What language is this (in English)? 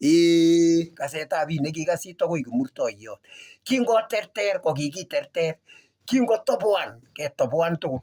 Kalenjin